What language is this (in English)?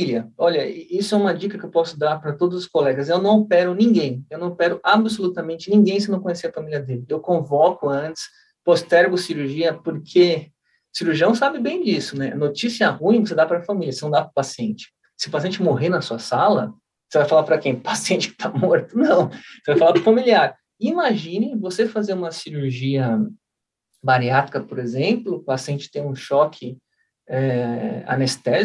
Portuguese